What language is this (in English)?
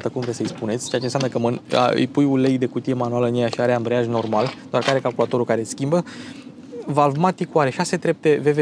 Romanian